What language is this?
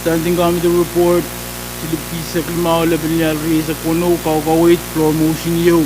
Pohnpeian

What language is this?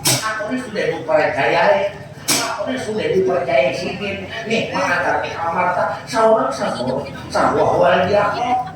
Banjar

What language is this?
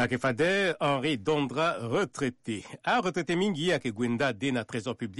Sango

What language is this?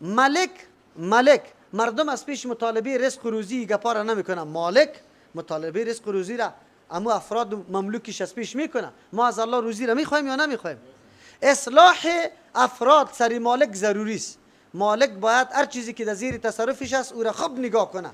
Persian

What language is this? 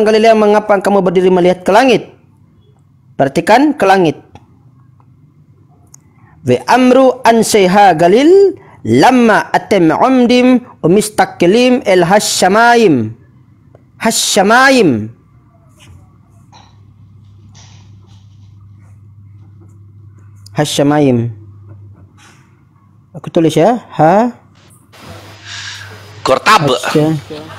Indonesian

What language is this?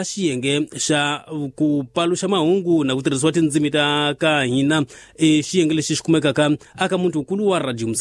Tsonga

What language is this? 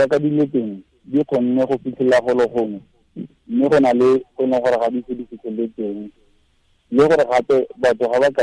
Tswana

